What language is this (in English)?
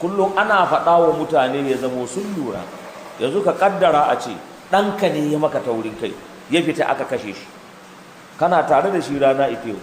Hausa